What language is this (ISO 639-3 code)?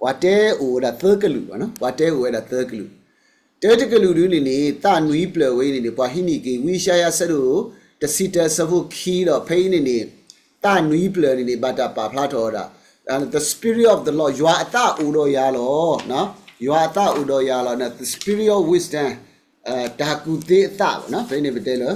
ksw